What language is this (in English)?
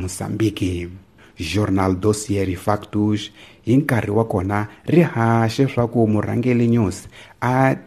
Tsonga